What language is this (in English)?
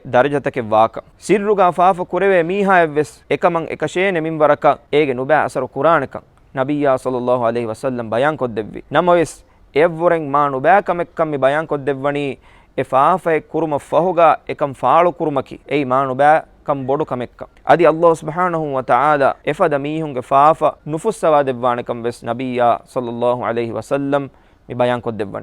Divehi